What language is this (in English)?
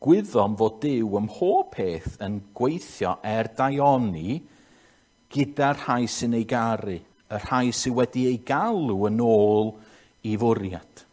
Welsh